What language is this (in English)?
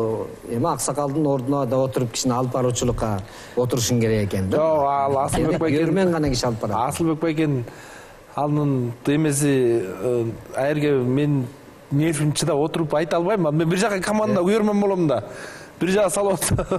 Kyrgyz